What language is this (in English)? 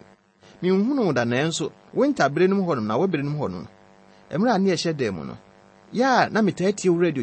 Akan